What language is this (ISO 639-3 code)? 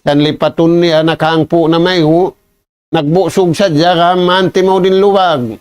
tsg